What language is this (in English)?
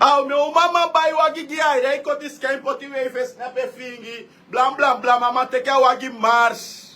Sranan Tongo